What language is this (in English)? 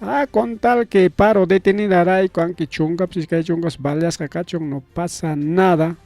Ayacucho Quechua